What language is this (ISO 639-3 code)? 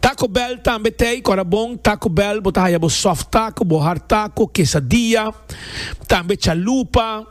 pap